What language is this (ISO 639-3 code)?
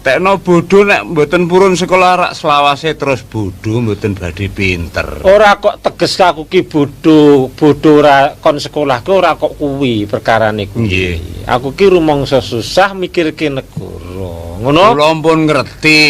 jav